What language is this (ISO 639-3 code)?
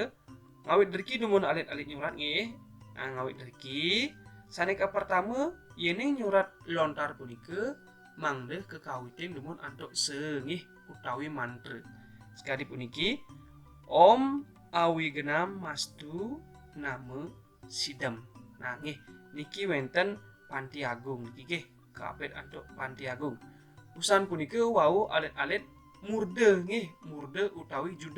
ban